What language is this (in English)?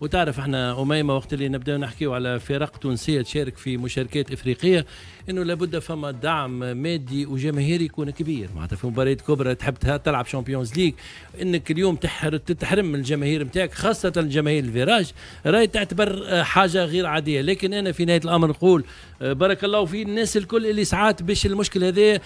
Tunisian Arabic